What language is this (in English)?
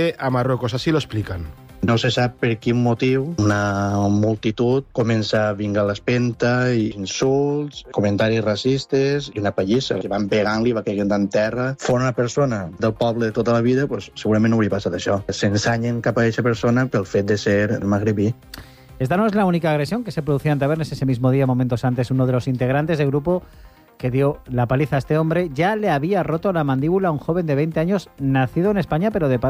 Spanish